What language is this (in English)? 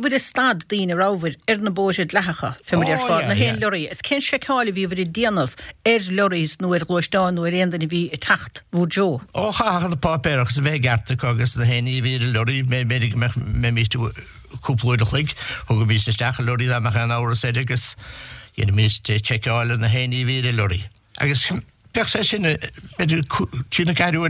Irish